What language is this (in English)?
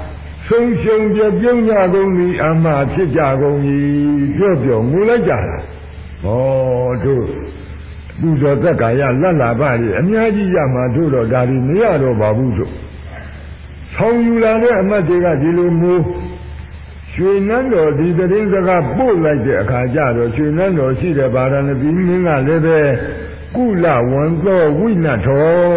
Burmese